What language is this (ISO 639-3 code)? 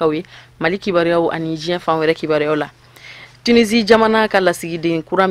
bam